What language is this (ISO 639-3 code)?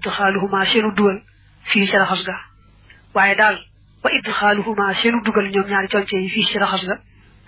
wol